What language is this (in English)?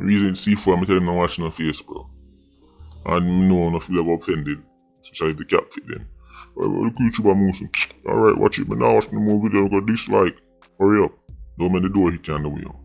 Jamaican Creole English